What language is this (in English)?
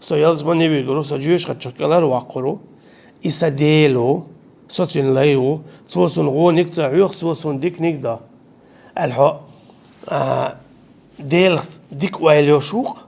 Chechen